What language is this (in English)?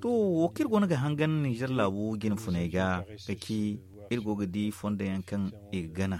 Zarma